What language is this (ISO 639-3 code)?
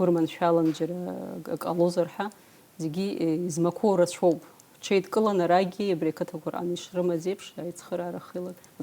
abk